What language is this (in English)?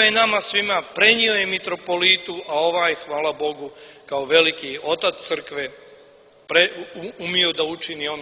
Serbian